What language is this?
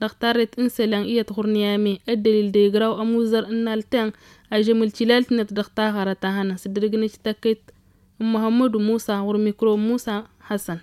Tamasheq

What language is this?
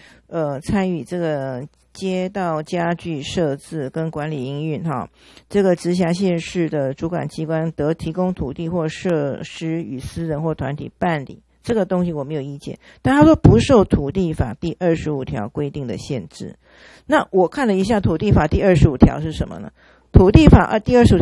Chinese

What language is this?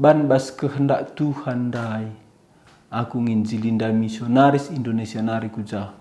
Batak Karo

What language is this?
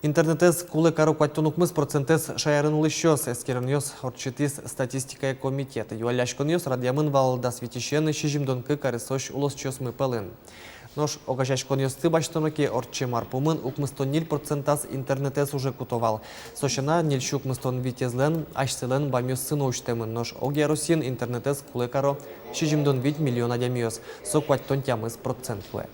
Udmurt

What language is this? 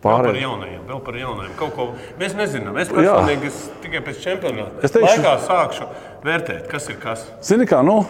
Latvian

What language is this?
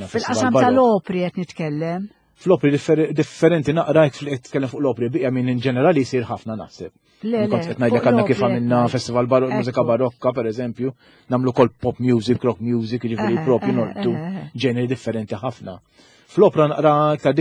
Maltese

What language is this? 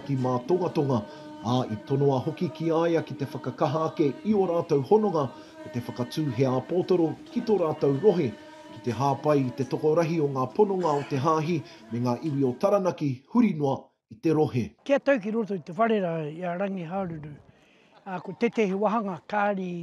Māori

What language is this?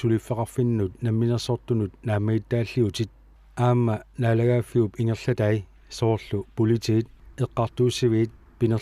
Kalaallisut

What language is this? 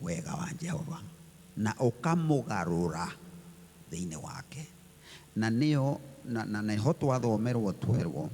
Kikuyu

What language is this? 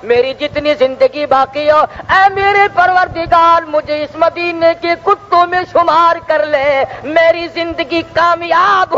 Urdu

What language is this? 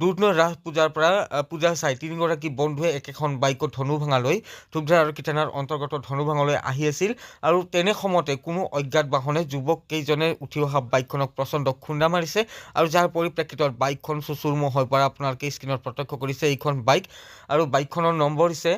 Assamese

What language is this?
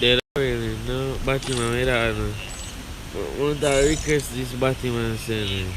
Jamaican Creole English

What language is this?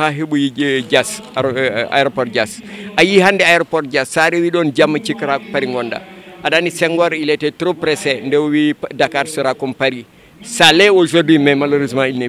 Fula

